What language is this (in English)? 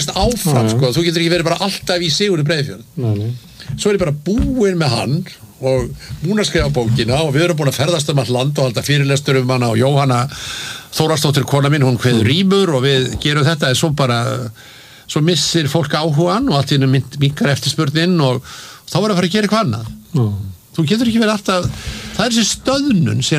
Icelandic